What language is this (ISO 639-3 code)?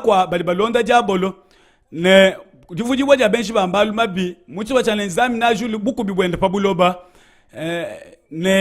lua